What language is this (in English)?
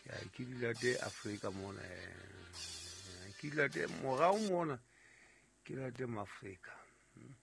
Southern Sotho